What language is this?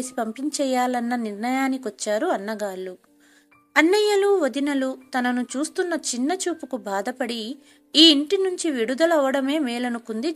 Telugu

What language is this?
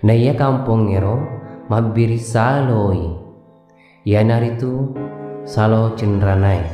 Buginese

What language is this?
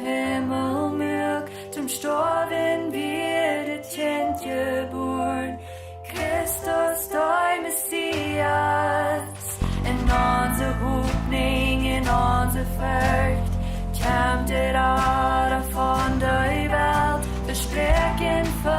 Plautdietsch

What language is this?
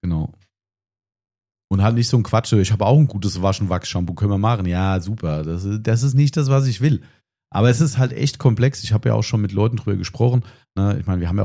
German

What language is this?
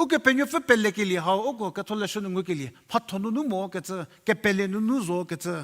Angami Naga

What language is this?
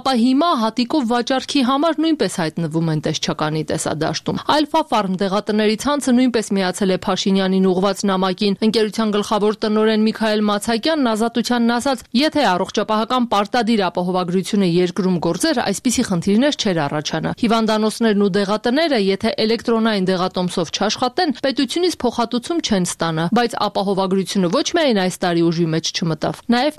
Armenian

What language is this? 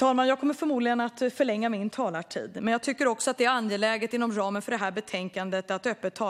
Swedish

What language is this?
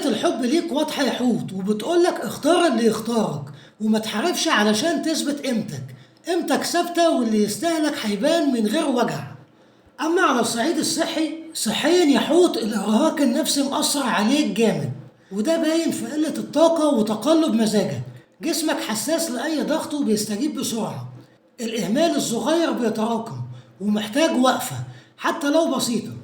Egyptian Arabic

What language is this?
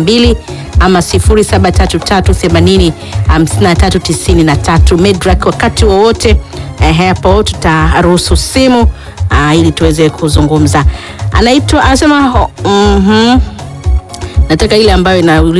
Swahili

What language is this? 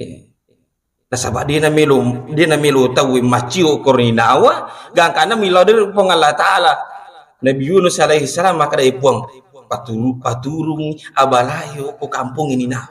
Buginese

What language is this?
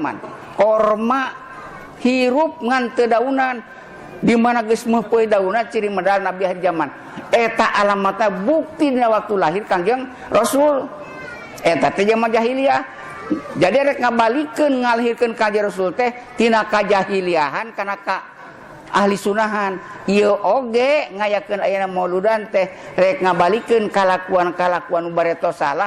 Sundanese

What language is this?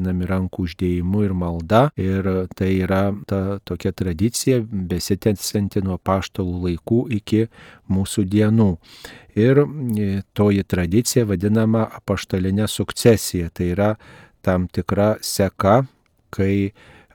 Lithuanian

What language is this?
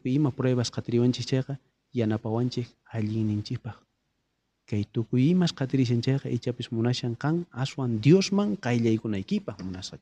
South Bolivian Quechua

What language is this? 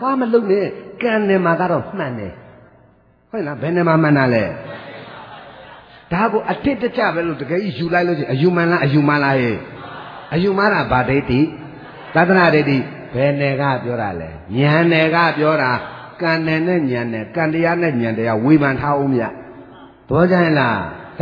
Burmese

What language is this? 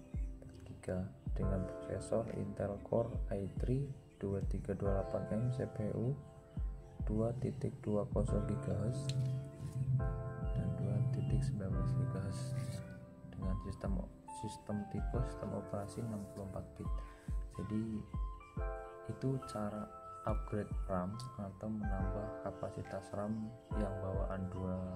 Indonesian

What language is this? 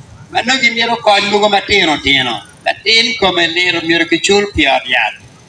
Acoli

